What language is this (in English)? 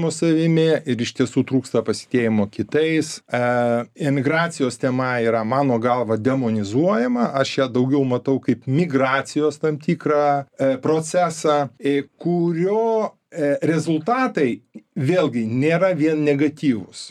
Lithuanian